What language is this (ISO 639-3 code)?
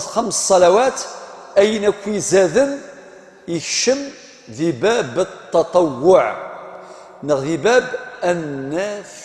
kab